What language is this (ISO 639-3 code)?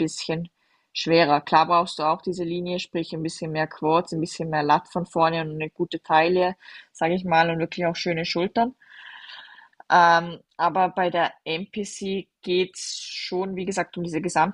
deu